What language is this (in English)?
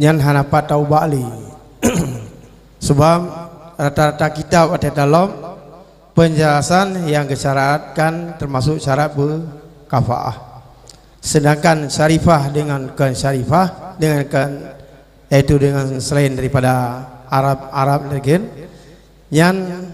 Achinese